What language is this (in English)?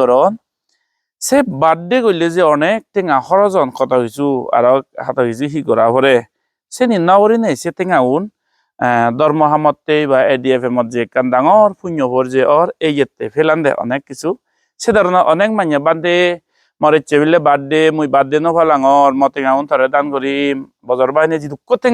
Chakma